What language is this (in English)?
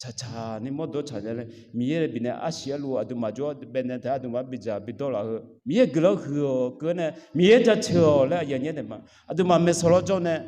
Akha